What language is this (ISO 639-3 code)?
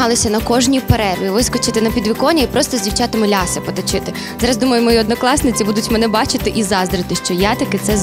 ukr